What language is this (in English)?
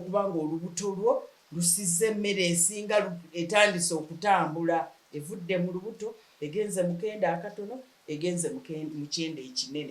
Ganda